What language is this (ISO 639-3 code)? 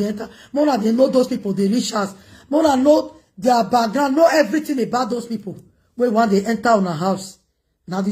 pcm